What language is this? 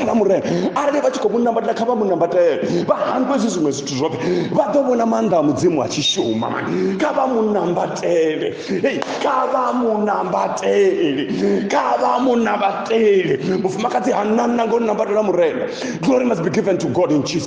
Venda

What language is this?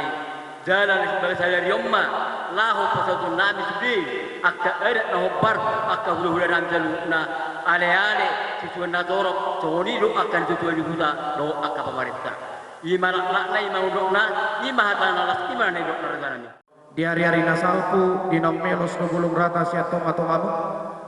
Batak Toba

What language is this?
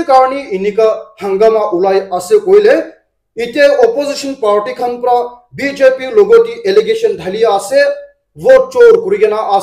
Naga Pidgin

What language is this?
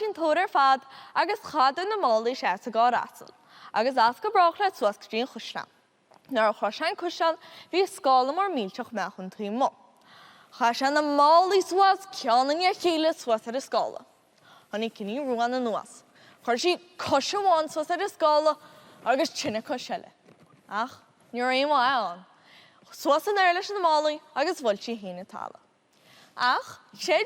Irish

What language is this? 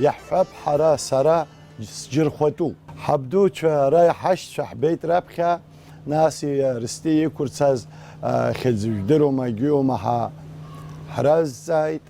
Abkhazian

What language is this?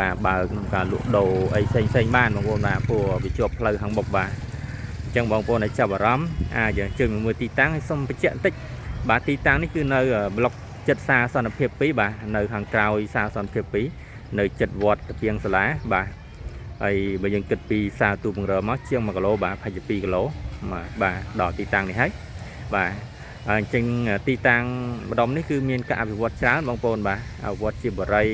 Khmer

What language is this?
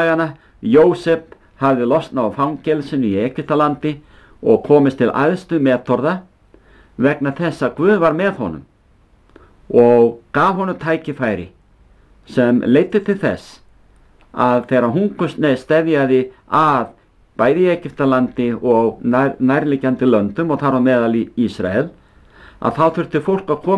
Icelandic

